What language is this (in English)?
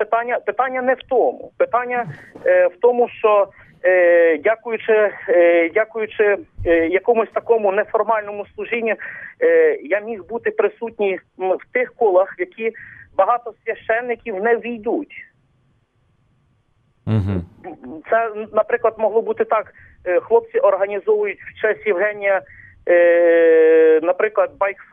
Ukrainian